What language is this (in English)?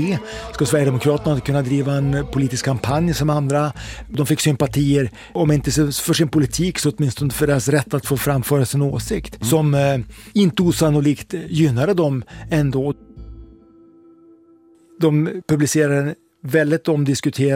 Swedish